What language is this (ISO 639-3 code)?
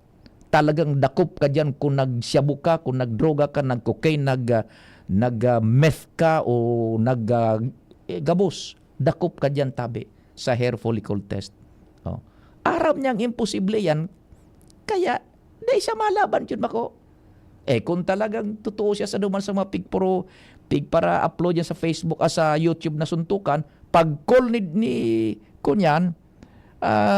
bik